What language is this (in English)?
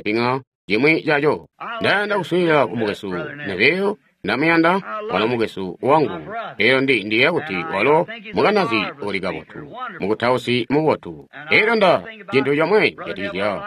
Tonga (Zambia)